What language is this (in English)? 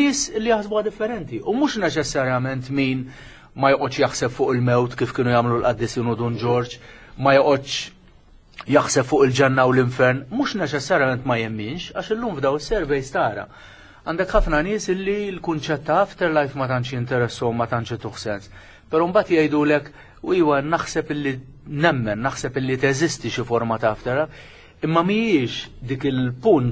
Maltese